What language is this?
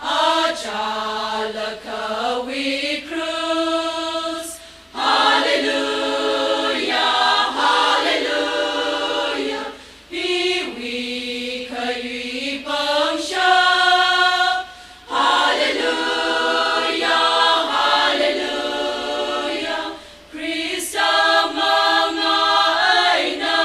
Tangkhul Naga (India)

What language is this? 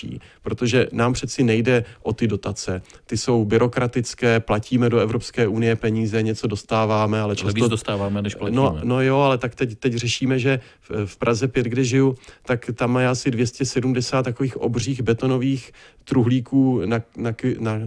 Czech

